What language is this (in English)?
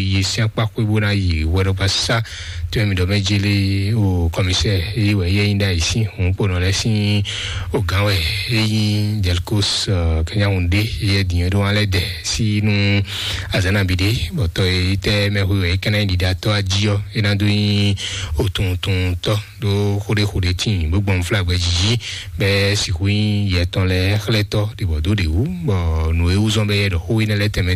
Fon